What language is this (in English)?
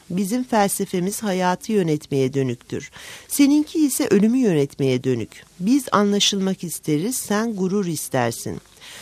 Turkish